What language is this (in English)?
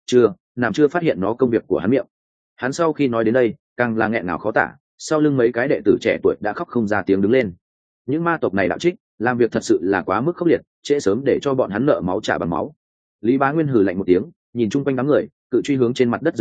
Vietnamese